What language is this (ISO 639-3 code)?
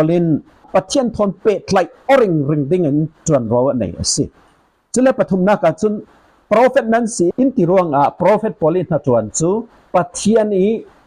cfm